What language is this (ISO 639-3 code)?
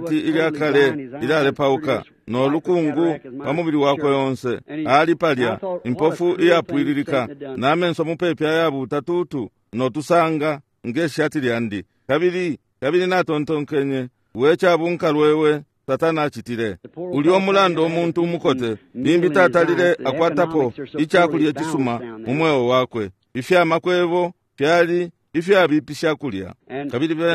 bem